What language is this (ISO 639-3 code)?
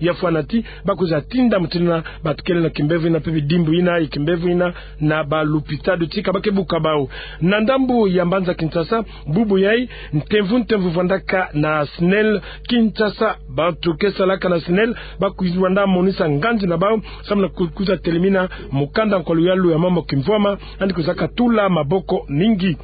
ktu